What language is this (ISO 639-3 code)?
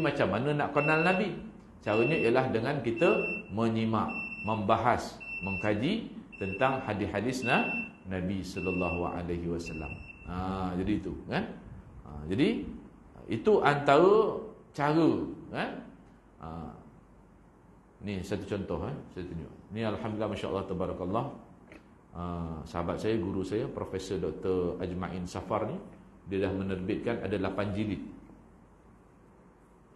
msa